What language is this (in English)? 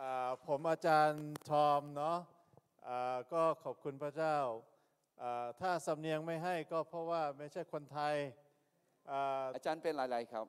Akha